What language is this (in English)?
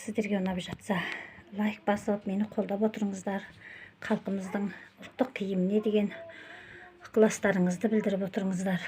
Kazakh